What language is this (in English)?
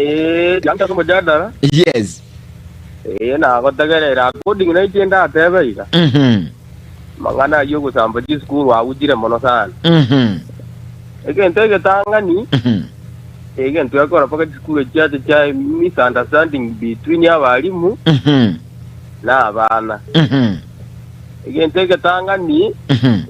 Gusii